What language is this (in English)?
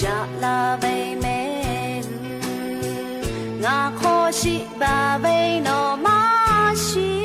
Lahu